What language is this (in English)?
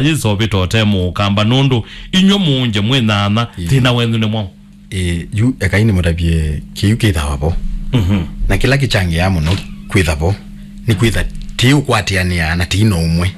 Kamba